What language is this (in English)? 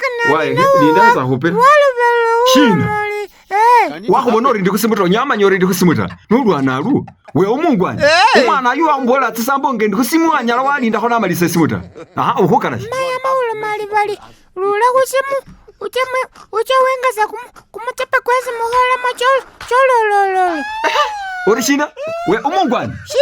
Masaaba